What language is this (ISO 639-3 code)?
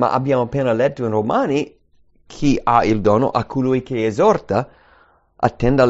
ita